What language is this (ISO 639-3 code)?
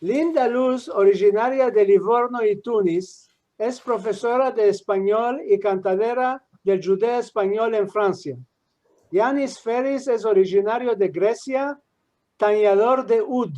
lad